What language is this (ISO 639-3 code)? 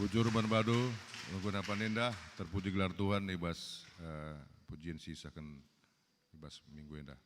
btx